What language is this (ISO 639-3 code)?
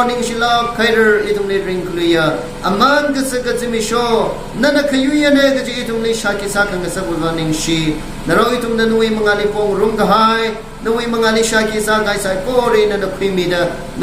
nmf